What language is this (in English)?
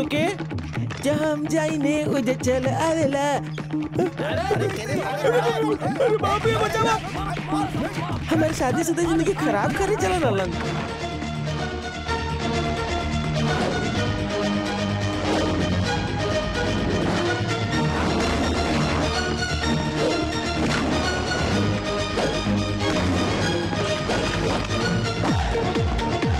Bhojpuri